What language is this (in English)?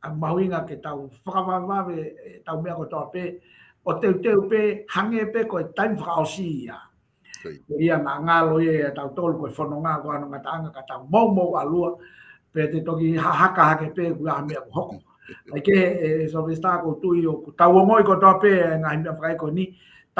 Tongan